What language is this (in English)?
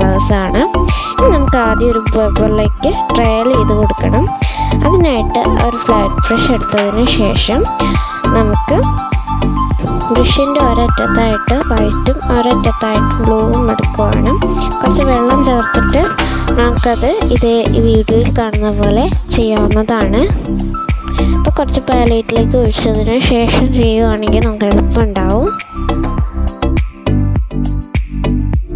Malayalam